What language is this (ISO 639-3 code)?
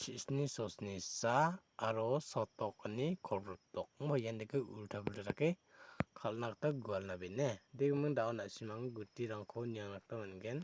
grt